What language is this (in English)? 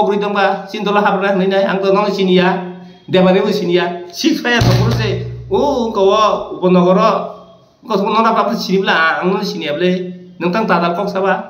Kok Borok